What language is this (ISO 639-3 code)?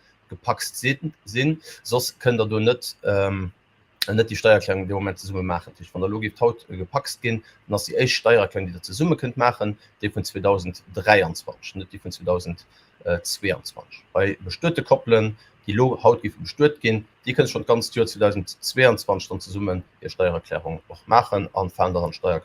ltz